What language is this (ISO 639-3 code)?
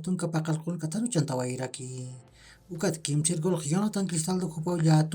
aym